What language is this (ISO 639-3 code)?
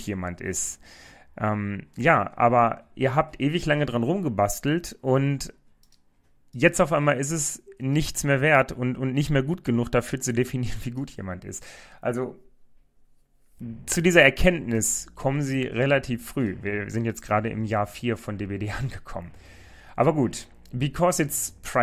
deu